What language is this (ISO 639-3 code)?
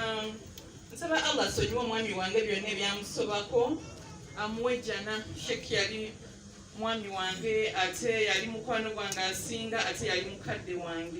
lug